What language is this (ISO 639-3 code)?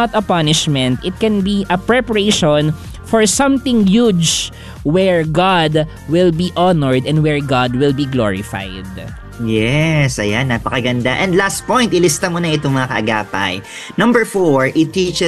fil